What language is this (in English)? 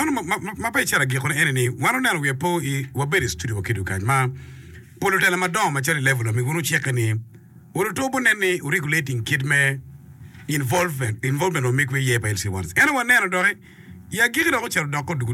Acoli